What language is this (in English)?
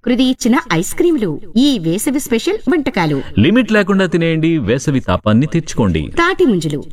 Telugu